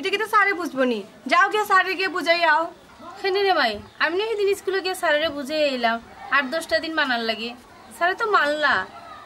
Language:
Sylheti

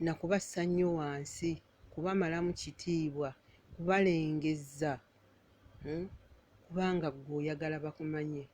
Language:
Ganda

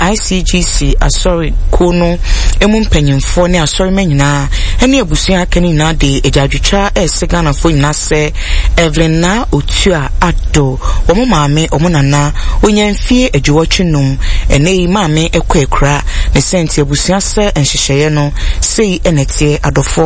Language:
Akan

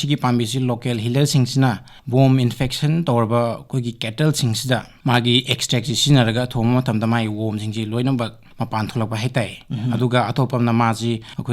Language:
Manipuri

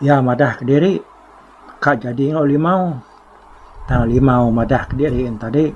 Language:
Iban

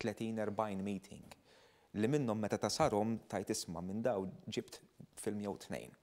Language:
Maltese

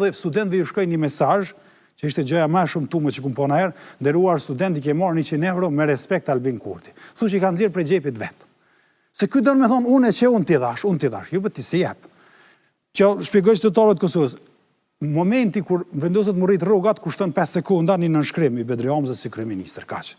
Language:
Albanian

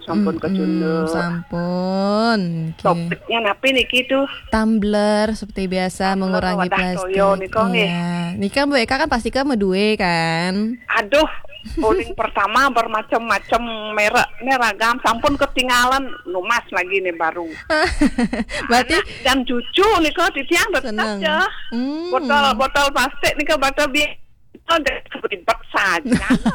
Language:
Balinese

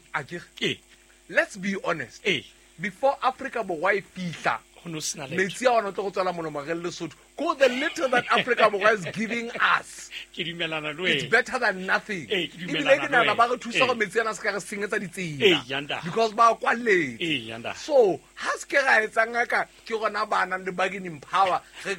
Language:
Southern Sotho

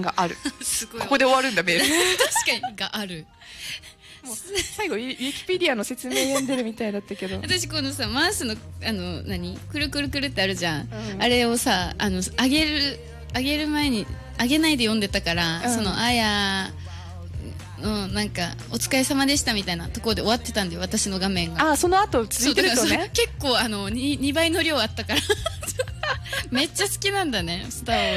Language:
Japanese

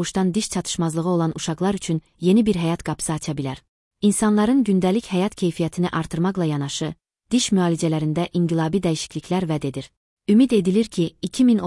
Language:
Azerbaijani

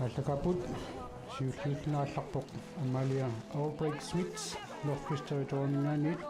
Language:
Kalaallisut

